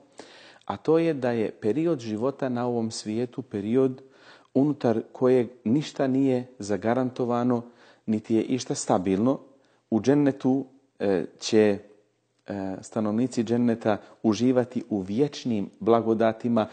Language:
Bosnian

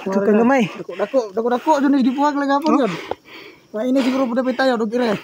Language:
Cebuano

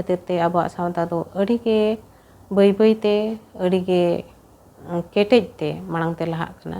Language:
Santali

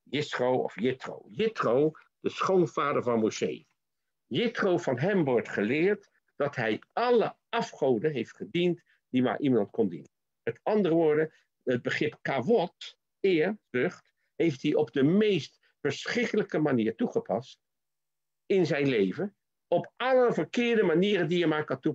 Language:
Dutch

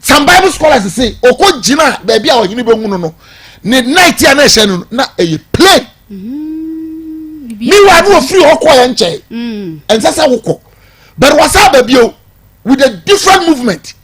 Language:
Akan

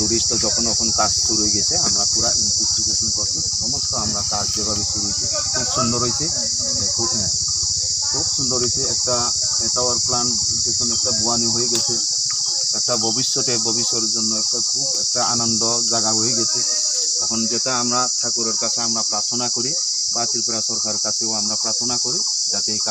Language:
Riang (India)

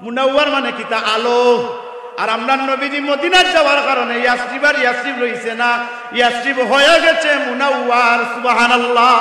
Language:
Sylheti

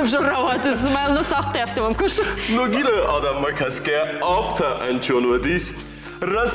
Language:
Ossetic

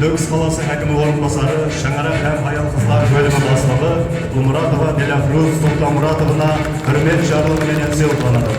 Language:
Kara-Kalpak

